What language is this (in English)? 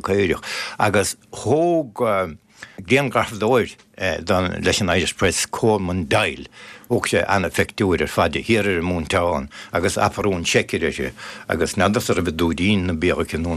Irish